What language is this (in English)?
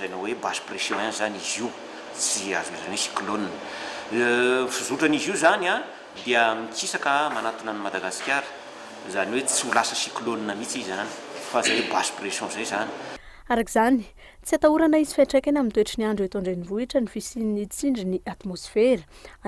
Malagasy